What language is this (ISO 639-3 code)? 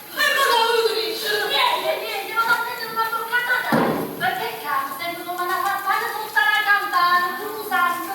nap